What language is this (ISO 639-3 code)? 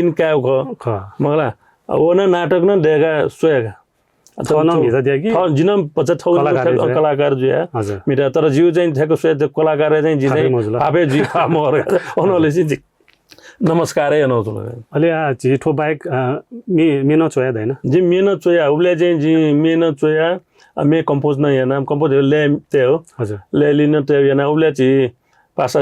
new